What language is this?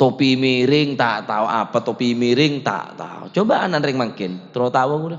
Madurese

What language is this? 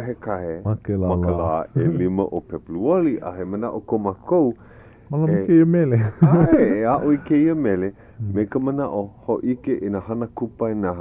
Hawaiian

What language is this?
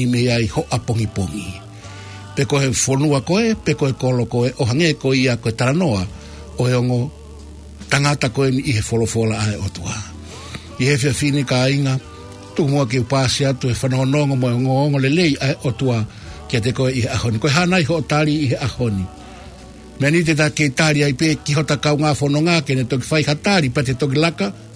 Tongan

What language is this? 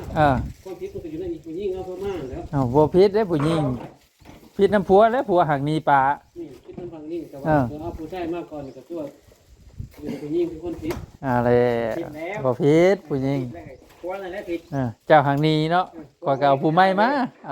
Northeastern Thai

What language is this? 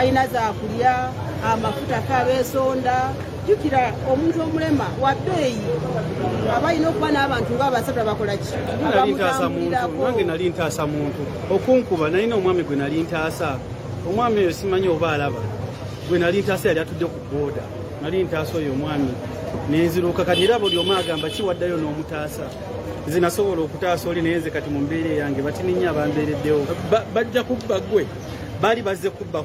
Ganda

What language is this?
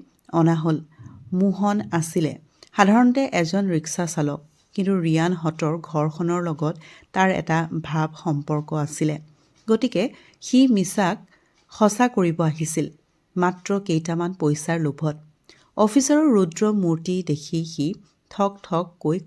Assamese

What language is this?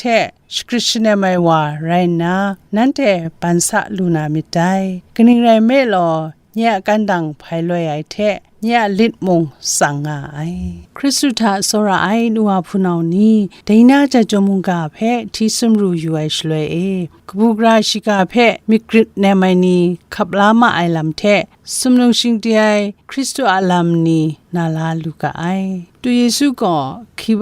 Kachin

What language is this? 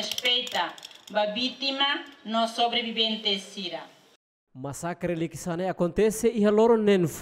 Tetum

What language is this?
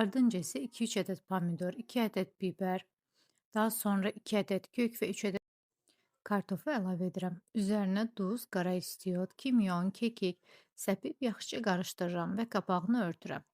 Azerbaijani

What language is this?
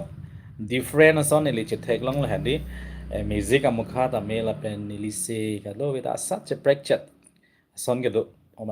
Karbi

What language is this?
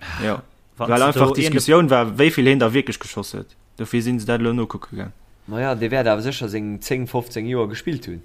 Luxembourgish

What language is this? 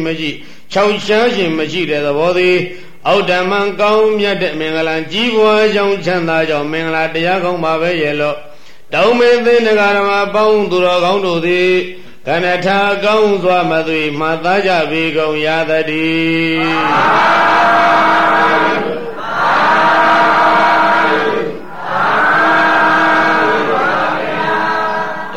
Burmese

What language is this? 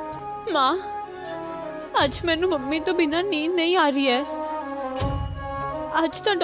Punjabi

